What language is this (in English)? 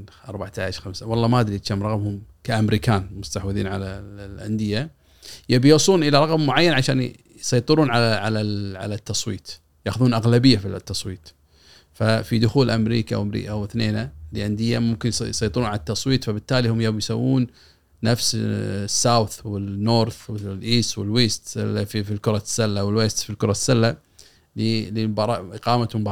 Gulf Arabic